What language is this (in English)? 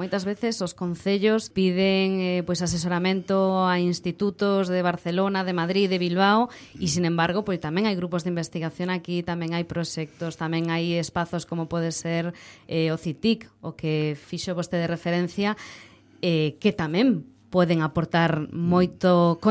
Galician